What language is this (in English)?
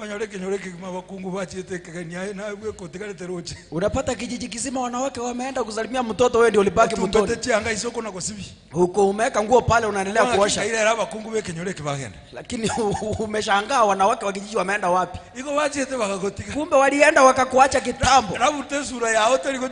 Gusii